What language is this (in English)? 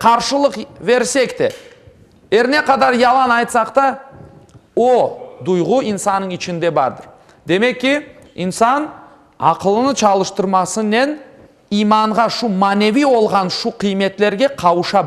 Crimean Tatar